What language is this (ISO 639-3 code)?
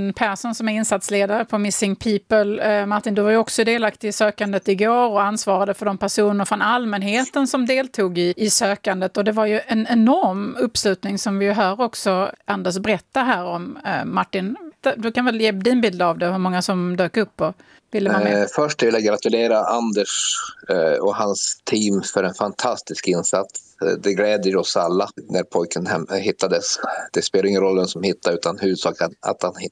swe